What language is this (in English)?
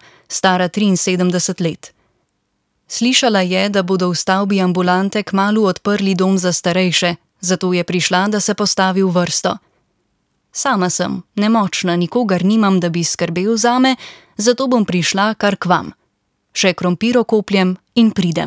Slovenian